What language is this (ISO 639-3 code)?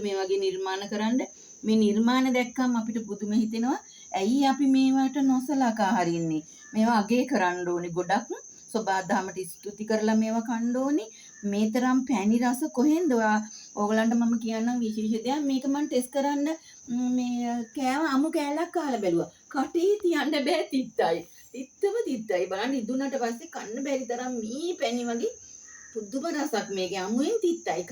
sin